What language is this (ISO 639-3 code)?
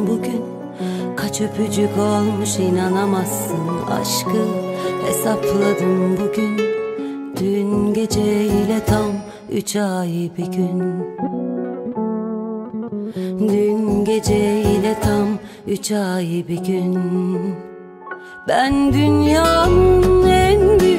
tur